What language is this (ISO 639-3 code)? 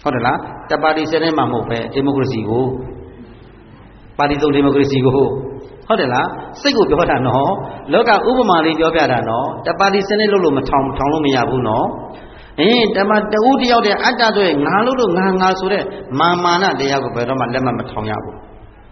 mya